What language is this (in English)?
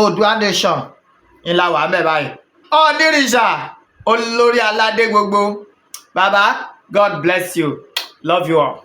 Yoruba